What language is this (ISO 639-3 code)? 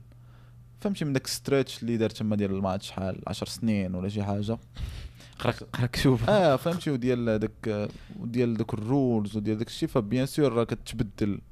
ary